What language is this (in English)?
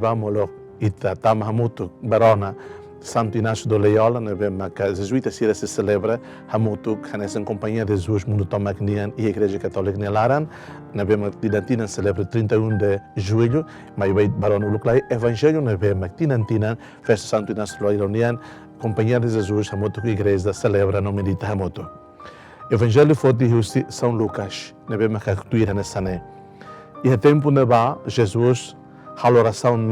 Tetum